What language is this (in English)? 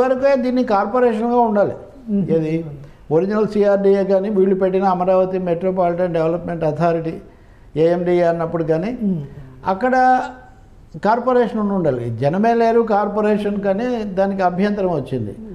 Telugu